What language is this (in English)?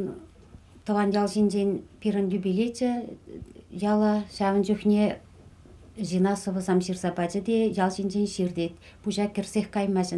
Chuvash